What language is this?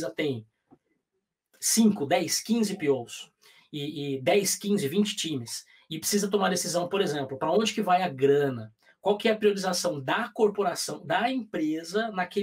Portuguese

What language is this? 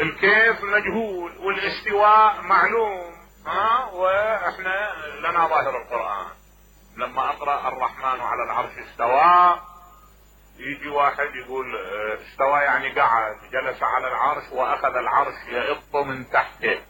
Mesopotamian Arabic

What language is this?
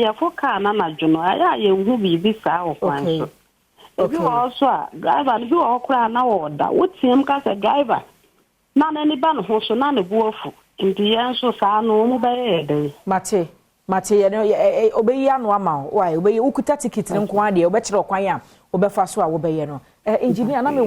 Akan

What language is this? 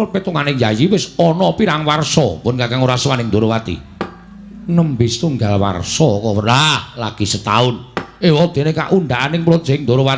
Javanese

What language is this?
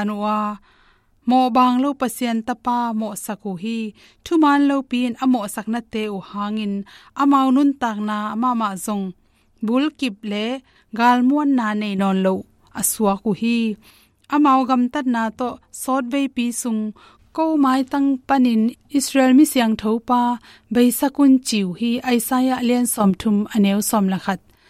Tedim Chin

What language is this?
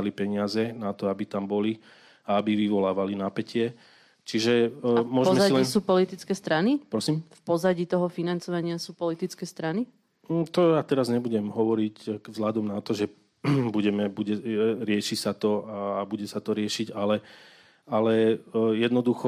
Slovak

